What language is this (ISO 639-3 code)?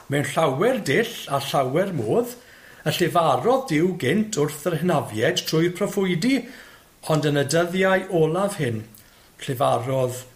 cym